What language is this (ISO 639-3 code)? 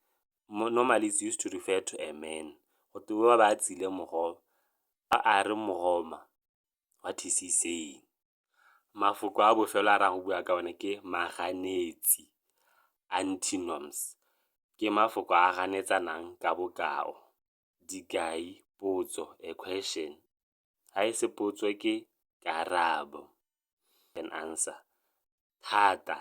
tsn